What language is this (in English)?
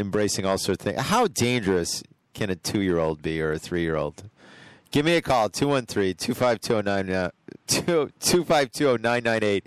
English